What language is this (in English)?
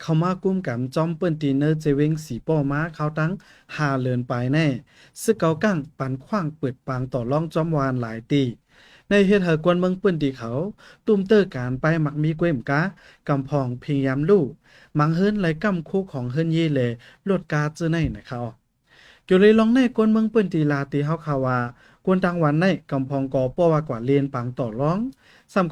Shan